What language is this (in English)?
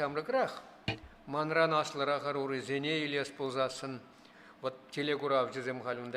Chuvash